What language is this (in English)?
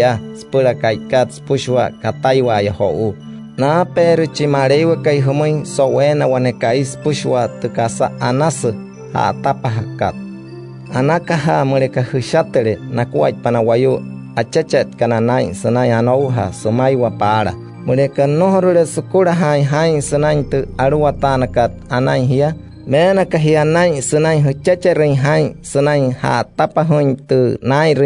Wayuu